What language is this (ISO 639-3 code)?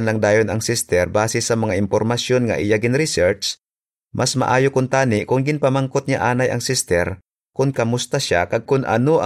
hil